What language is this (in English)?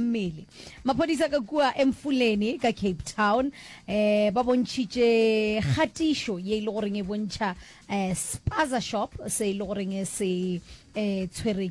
Northern Sotho